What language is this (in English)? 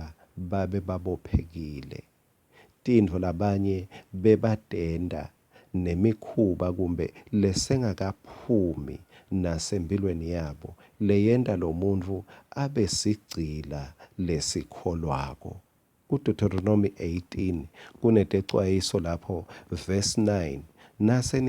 Swati